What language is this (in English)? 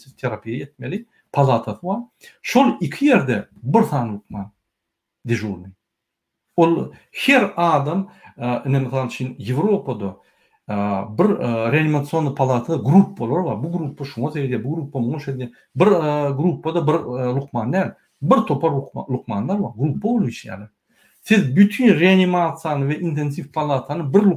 Turkmen